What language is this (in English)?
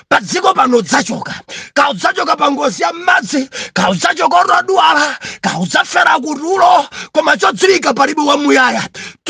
Nyanja